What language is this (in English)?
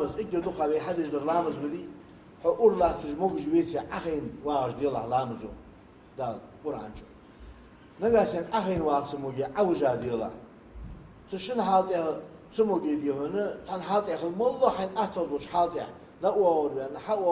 Ingush